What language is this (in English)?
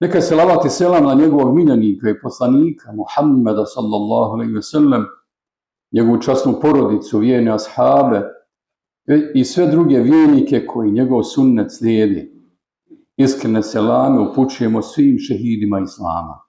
Bosnian